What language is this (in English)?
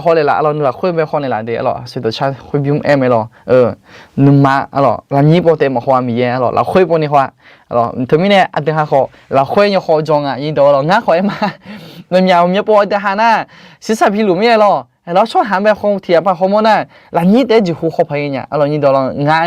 Akha